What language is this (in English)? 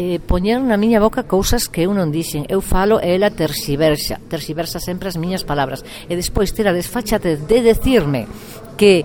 Galician